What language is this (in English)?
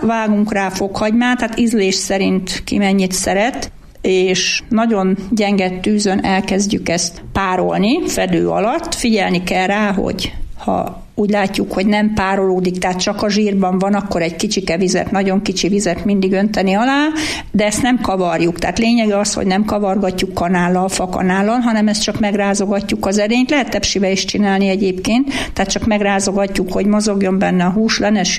Hungarian